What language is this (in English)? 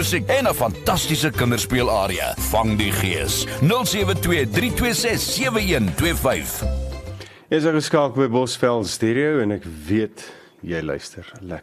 Afrikaans